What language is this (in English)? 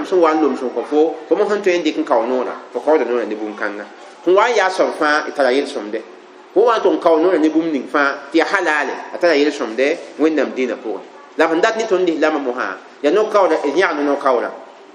Mossi